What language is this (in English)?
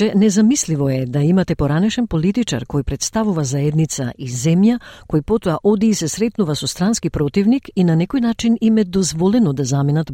Macedonian